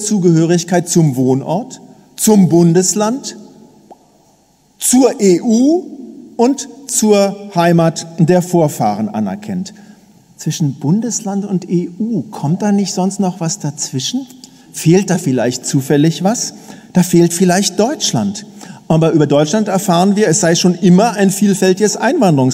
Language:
German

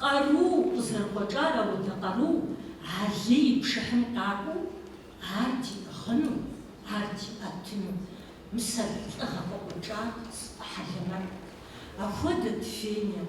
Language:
Kabardian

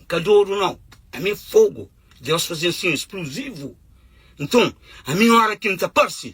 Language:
Kabuverdianu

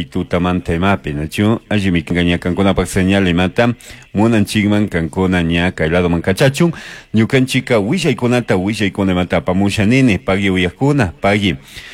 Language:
Chimborazo Highland Quichua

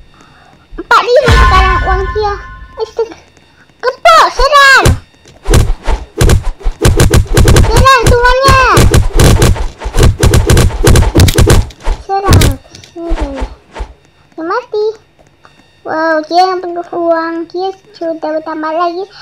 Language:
Indonesian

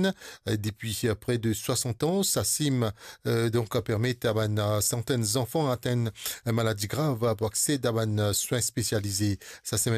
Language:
Morisyen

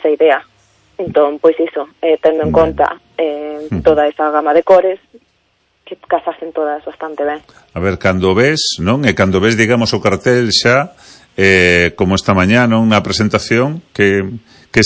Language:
Galician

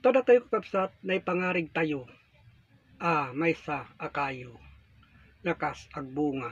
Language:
Iloko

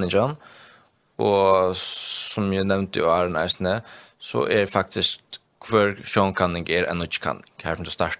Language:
Faroese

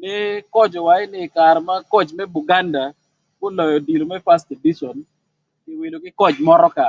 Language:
Acoli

